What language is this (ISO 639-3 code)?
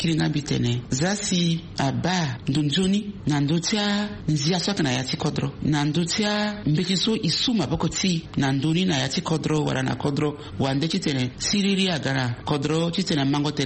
sag